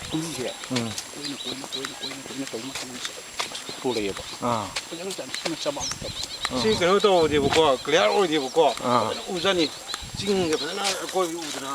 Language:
Manipuri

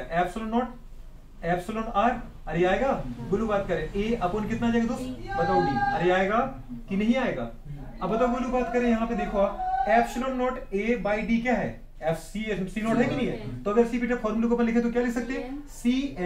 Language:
Hindi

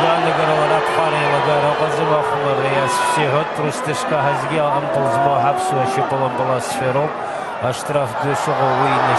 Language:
Abkhazian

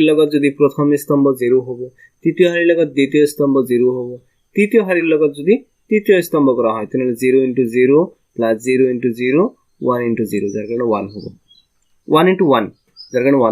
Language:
Assamese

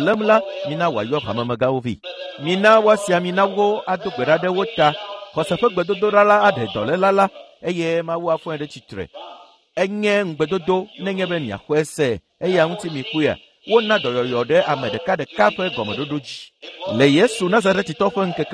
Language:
Ewe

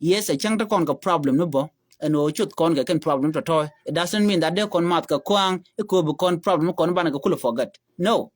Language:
Nuer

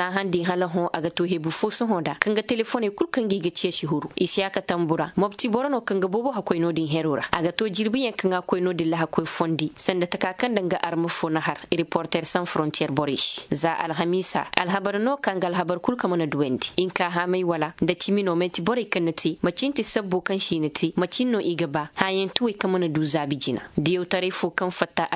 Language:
Koyraboro Senni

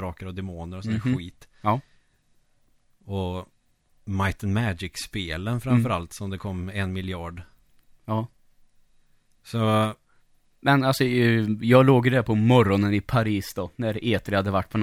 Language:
Swedish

